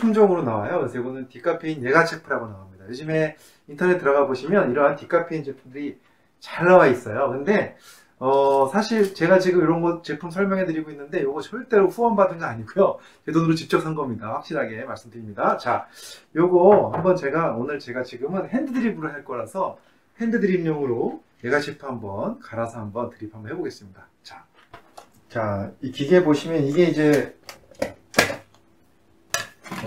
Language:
Korean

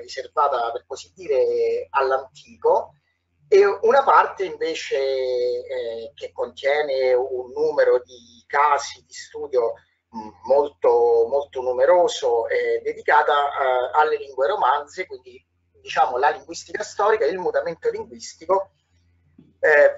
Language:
Italian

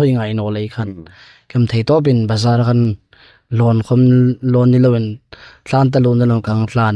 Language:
Hmar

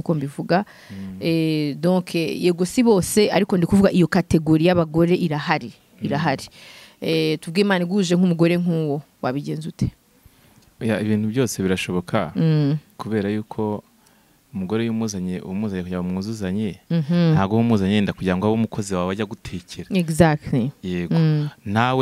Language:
Kinyarwanda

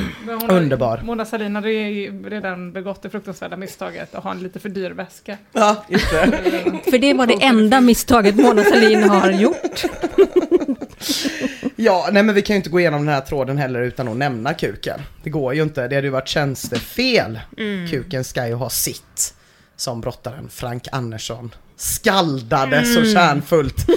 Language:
Swedish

